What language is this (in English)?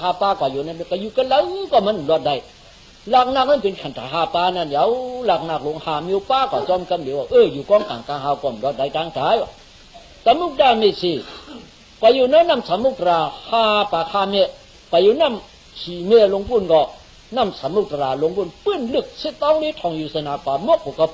Shan